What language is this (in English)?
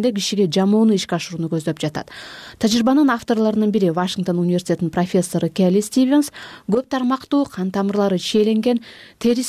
Kyrgyz